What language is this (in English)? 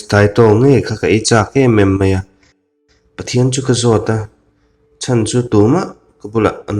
Mizo